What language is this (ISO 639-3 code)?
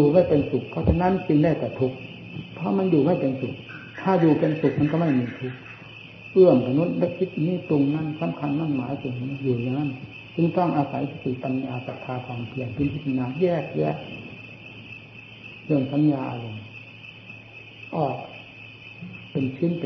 tha